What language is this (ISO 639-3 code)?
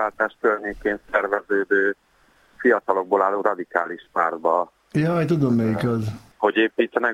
hun